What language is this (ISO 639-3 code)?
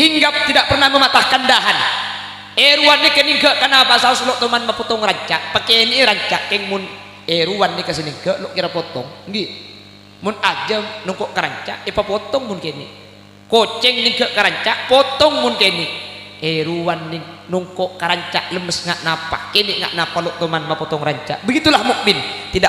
mad